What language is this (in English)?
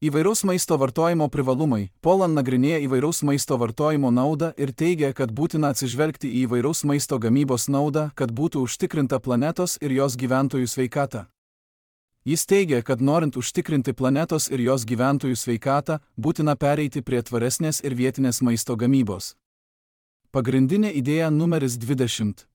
Lithuanian